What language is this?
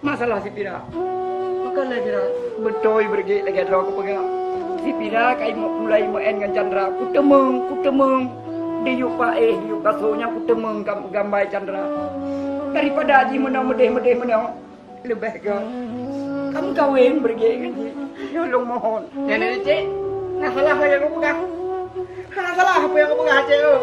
Achinese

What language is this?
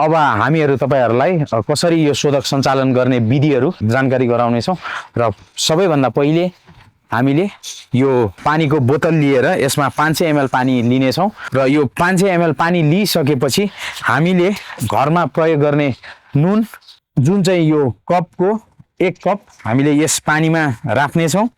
Nepali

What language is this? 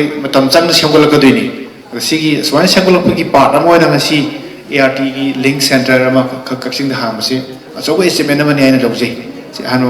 Manipuri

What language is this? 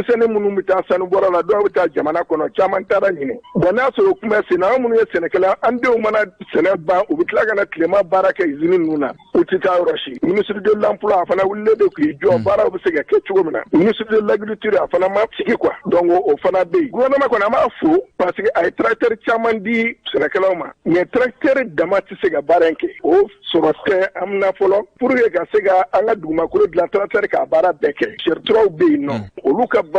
Bambara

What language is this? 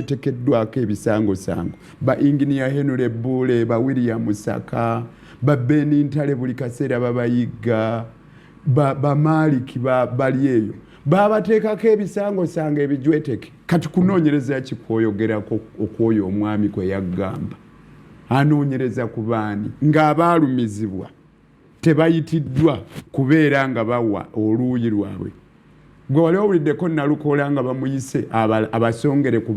Ganda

